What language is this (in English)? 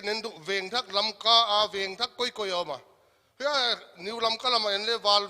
Paite Chin